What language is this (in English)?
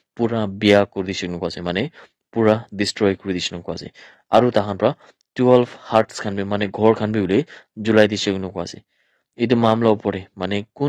Naga Pidgin